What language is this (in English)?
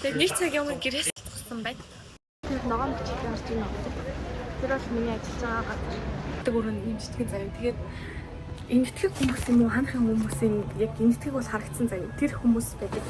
Mongolian